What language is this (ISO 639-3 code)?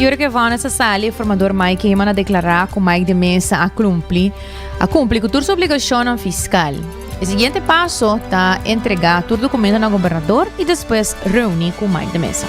pap